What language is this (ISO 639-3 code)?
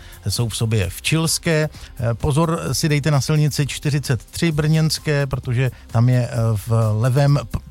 ces